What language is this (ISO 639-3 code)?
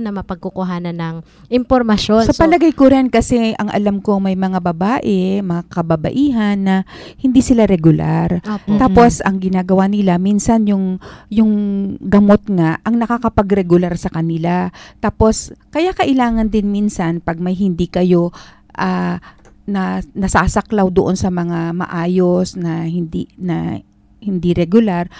fil